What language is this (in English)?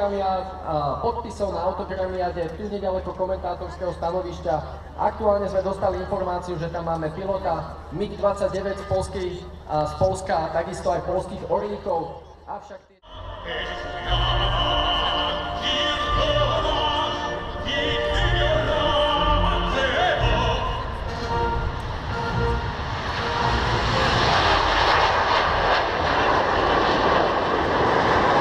Slovak